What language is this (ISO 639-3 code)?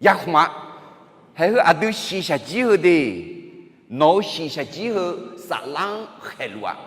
ahk